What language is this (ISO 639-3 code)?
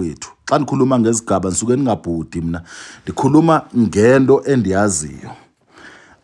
zul